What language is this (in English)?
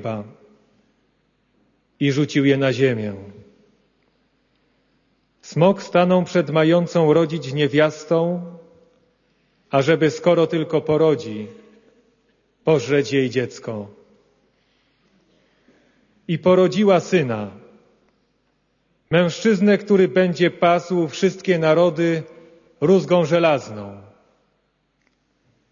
Polish